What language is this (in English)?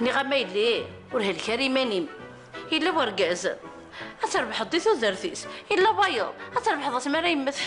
Kabyle